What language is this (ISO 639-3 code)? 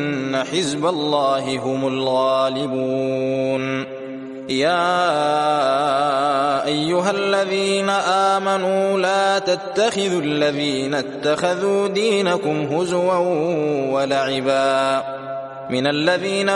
ara